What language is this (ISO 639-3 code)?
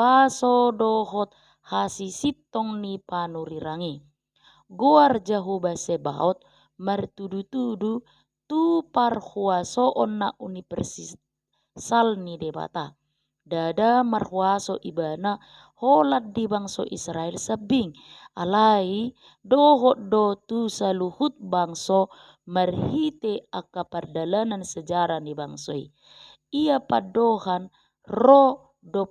bbc